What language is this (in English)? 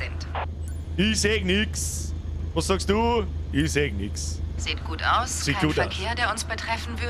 Bavarian